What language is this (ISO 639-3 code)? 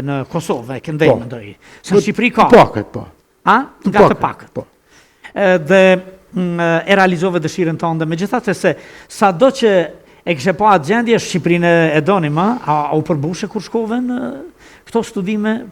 sqi